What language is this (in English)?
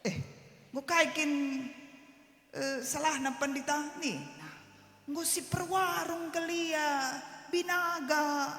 Batak Karo